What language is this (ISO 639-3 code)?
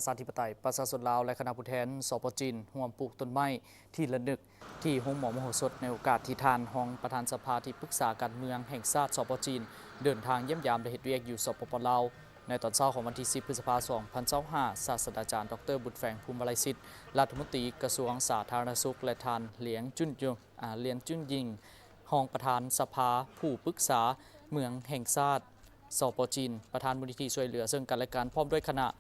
lao